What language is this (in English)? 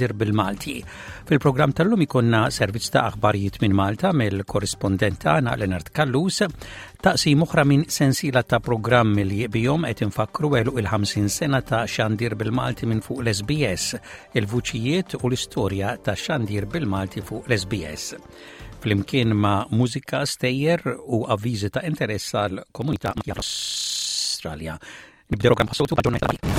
Maltese